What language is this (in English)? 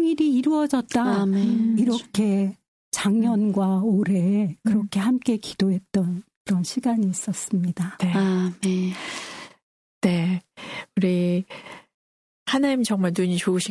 Korean